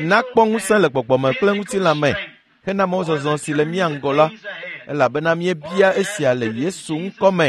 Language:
Ewe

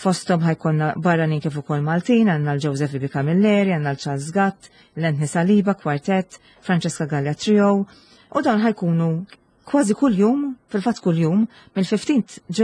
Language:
Maltese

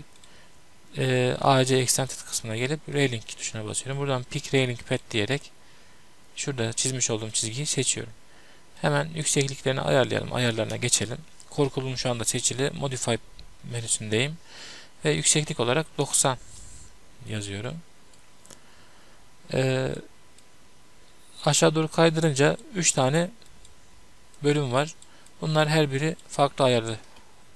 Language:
Turkish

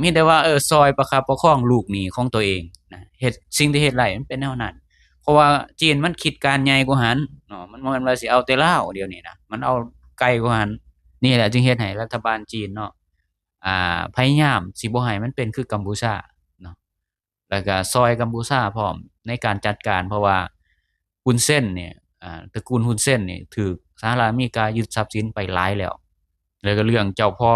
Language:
Lao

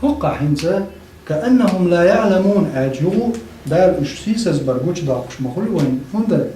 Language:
Chechen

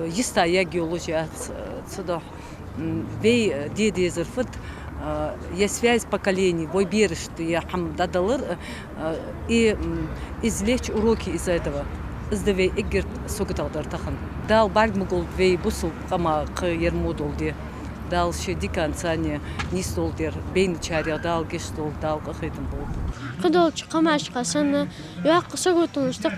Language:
Ingush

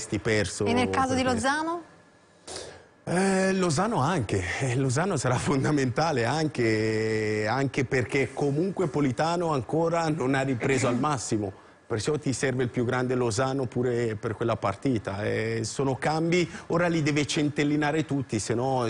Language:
Italian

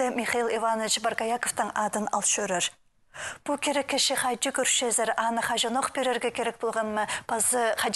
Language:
Khakas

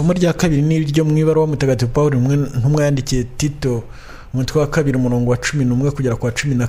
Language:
Kinyarwanda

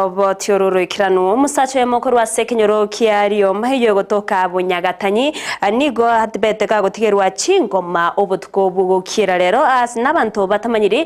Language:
Gusii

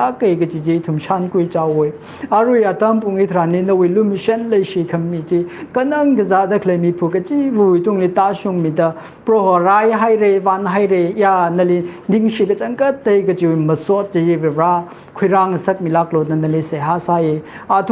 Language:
Tangkhul Naga (India)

